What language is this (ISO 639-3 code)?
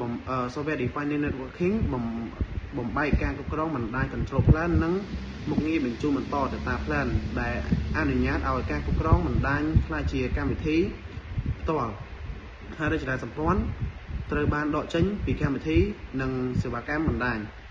khm